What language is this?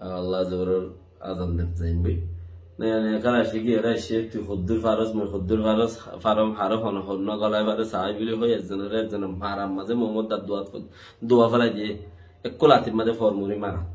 Rohingya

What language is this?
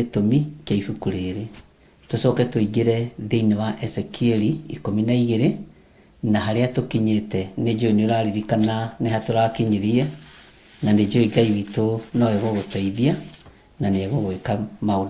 Kikuyu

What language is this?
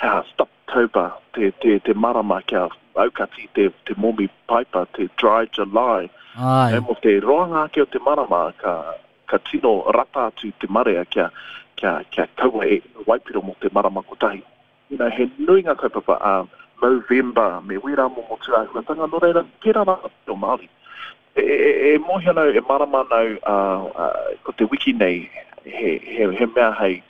Māori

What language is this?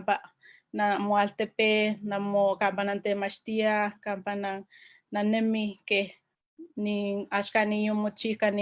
Eastern Huasteca Nahuatl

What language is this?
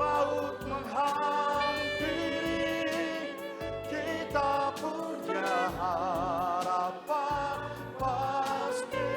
Nias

